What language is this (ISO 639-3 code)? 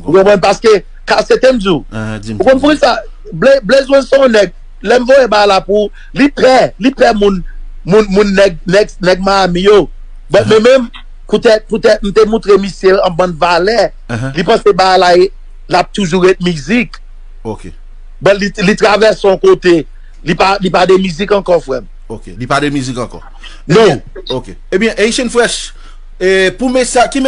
hat